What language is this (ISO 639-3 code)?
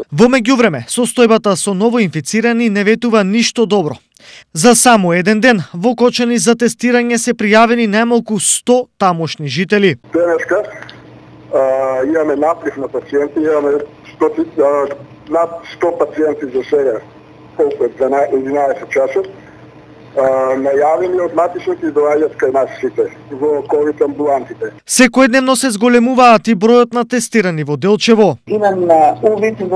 mkd